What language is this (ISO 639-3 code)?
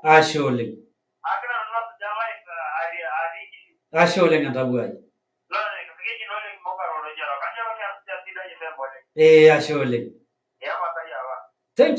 mas